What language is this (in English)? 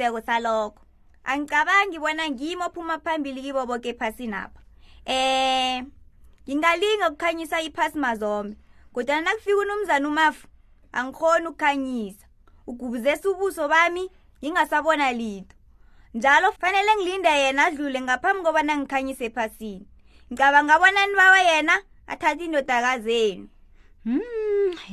South Ndebele